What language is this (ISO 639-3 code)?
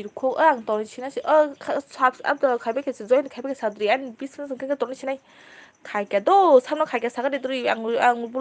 trp